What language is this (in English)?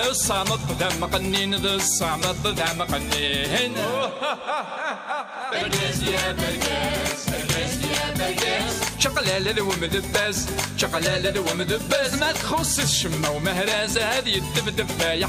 Kabyle